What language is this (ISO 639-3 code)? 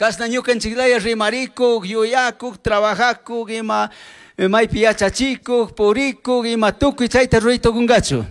qug